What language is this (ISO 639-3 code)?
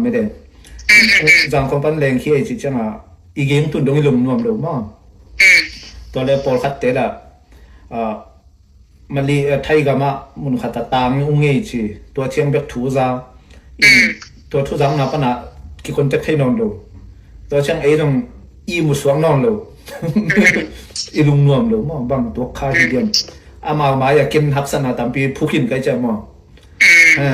ctd